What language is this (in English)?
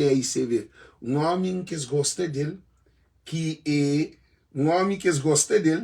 Kabuverdianu